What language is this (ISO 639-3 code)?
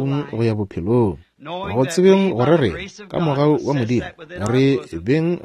nso